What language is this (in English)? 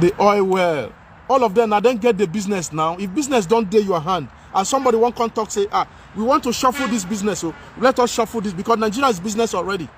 Nigerian Pidgin